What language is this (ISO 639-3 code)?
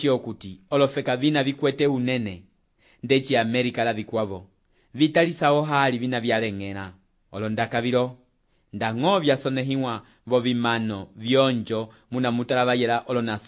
umb